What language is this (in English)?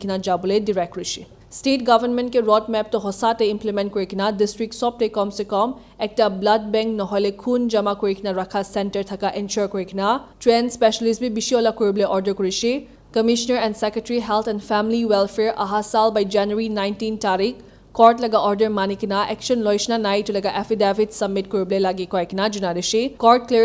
Naga Pidgin